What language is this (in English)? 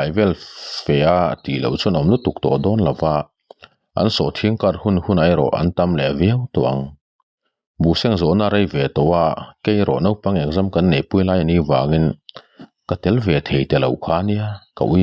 Mizo